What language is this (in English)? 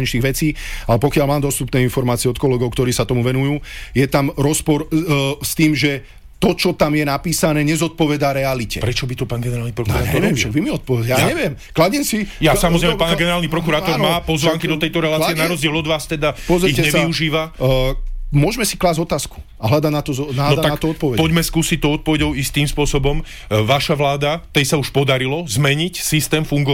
Slovak